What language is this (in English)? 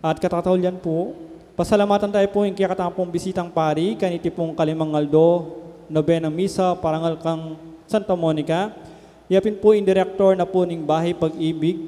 Pampanga